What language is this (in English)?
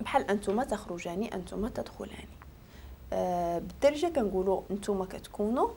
Moroccan Arabic